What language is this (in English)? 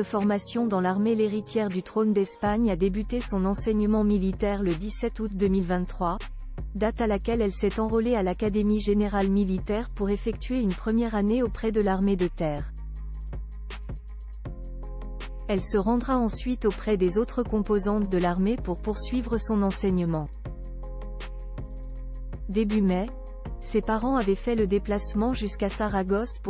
French